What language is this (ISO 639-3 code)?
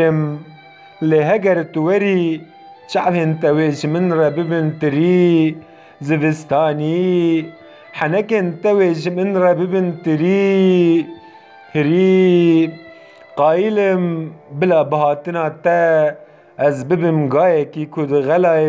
kur